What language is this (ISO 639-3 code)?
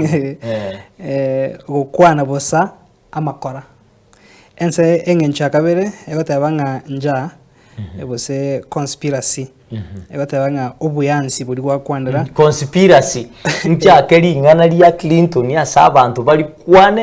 guz